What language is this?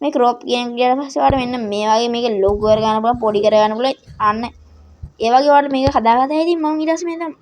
Sinhala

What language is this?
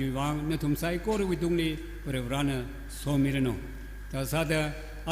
Tangkhul Naga (India)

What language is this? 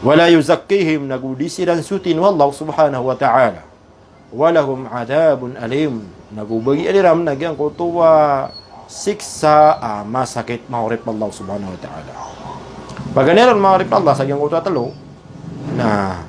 Maranao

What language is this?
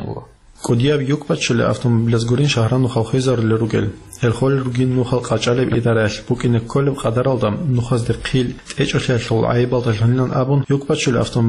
Avaric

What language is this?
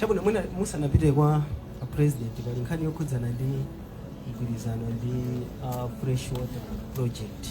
Nyanja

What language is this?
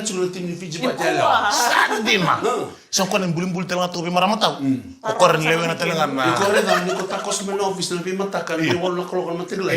Fijian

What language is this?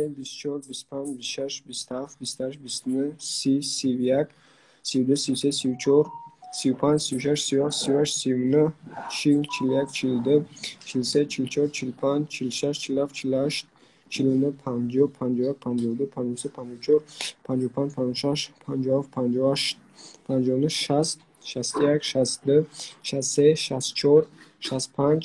Tajik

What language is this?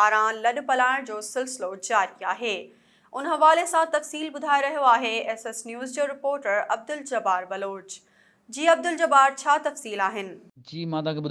Sindhi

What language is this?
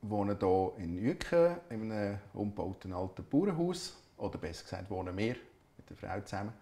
Swiss German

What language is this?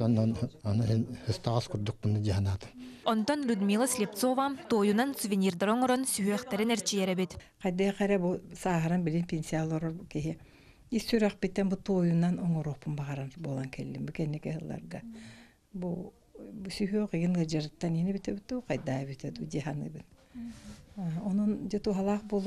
Yakut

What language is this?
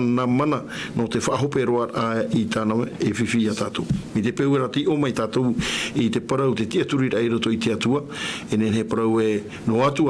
Tahitian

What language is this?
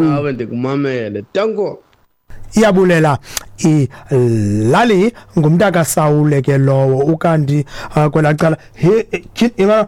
Xhosa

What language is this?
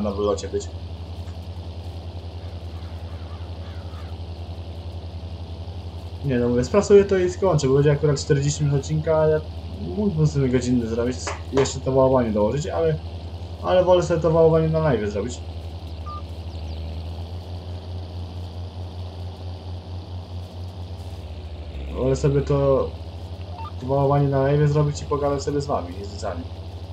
Polish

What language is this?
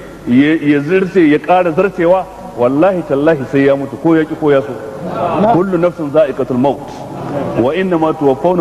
Hausa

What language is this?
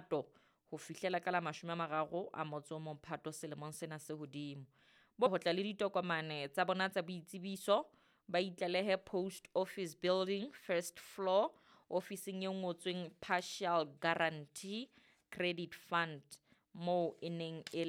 Southern Sotho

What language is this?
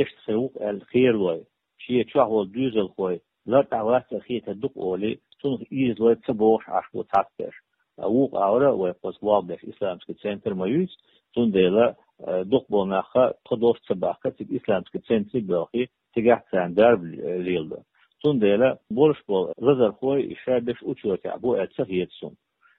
Chechen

